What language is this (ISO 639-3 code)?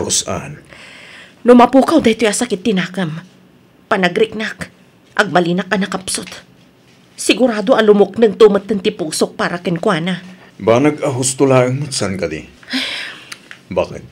ilo